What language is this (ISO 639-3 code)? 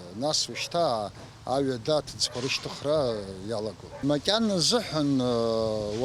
abk